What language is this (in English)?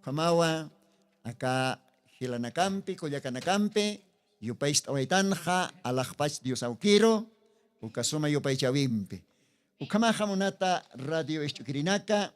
Aymara